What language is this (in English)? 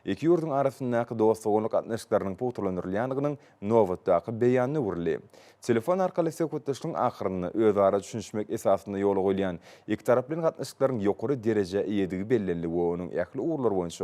Turkmen